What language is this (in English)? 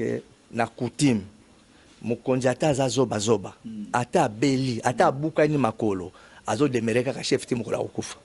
Lingala